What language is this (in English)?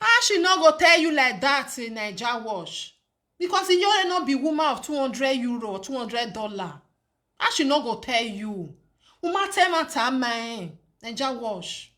Nigerian Pidgin